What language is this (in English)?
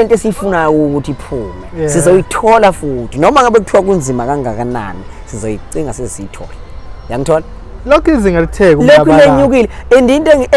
Zulu